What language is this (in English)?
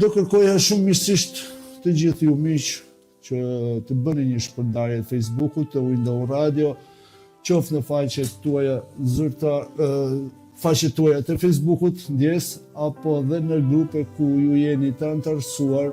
Albanian